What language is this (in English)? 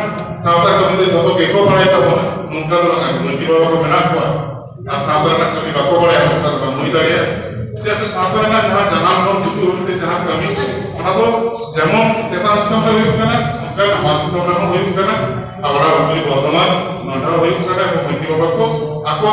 Santali